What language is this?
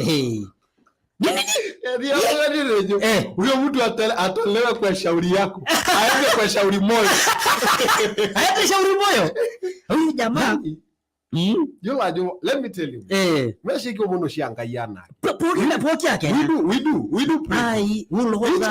Masai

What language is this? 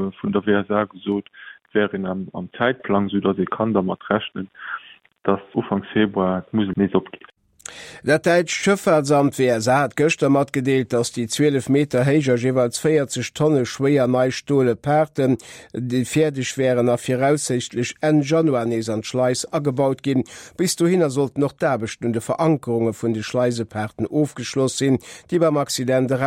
Luxembourgish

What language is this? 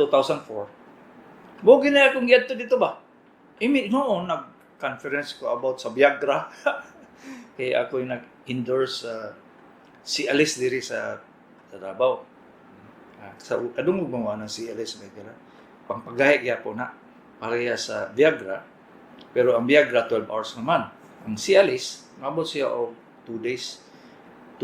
Cebuano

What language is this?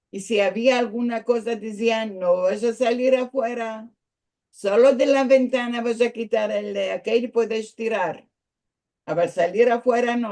Ladino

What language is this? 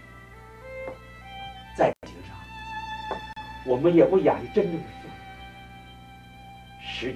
Chinese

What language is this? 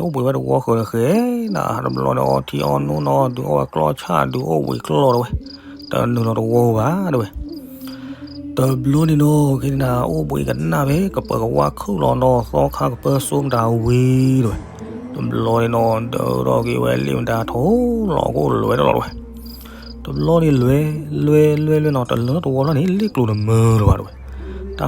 S'gaw Karen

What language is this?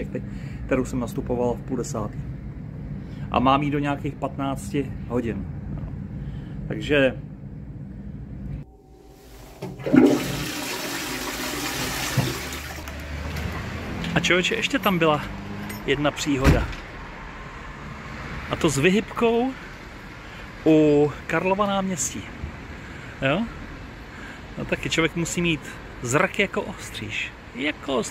Czech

